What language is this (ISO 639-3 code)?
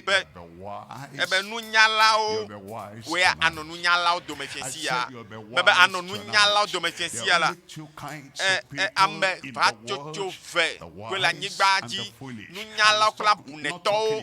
ewe